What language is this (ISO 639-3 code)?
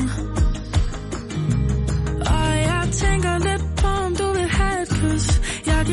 dan